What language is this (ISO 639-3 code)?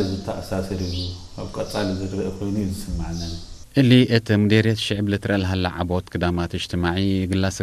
tir